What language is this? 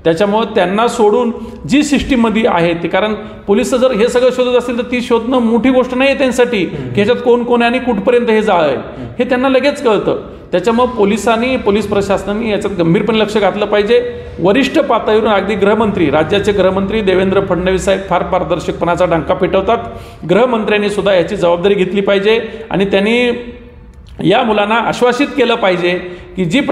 Marathi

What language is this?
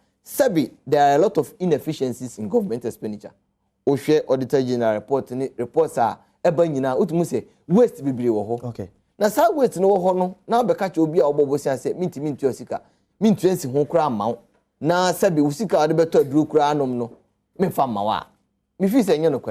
Akan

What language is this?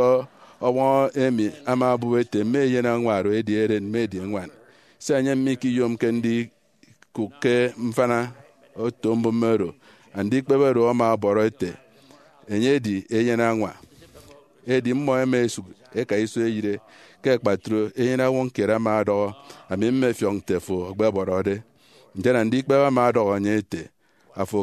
Efik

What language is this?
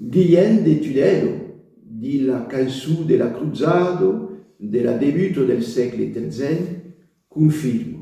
Occitan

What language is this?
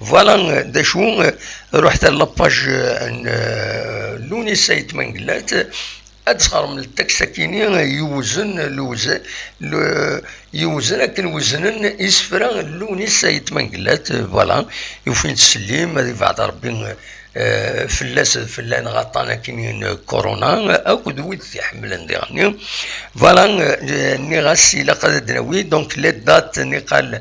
Kabyle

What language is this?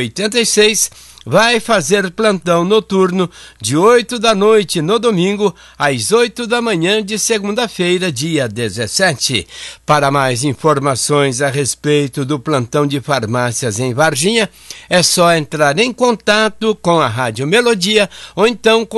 Portuguese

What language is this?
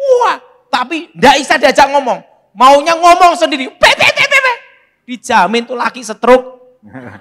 Indonesian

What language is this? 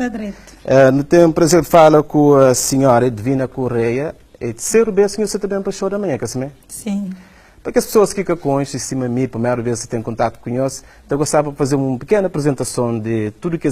Kabuverdianu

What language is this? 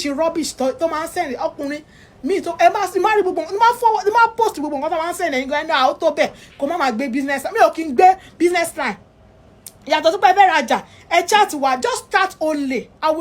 Yoruba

